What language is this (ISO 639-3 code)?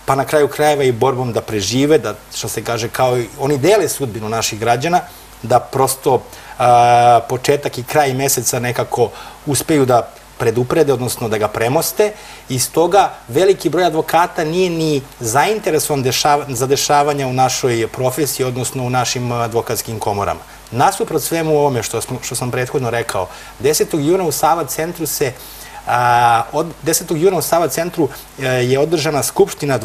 srp